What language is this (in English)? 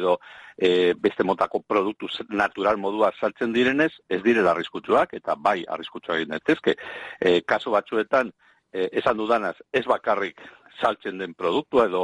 Basque